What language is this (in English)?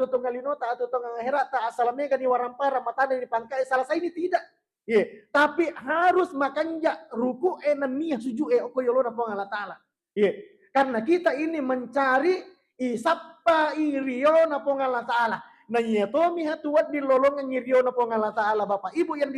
Buginese